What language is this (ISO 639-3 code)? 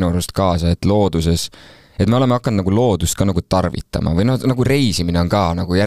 est